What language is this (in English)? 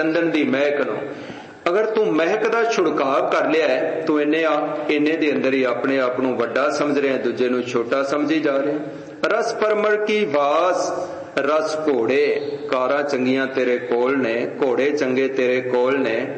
Punjabi